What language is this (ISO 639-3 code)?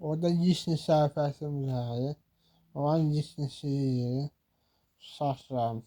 aze